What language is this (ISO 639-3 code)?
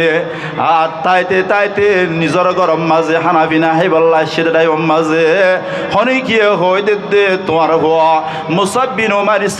rhg